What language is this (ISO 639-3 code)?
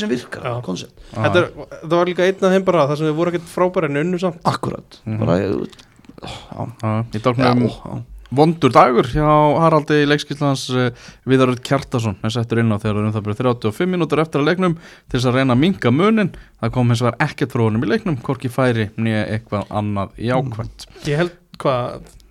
isl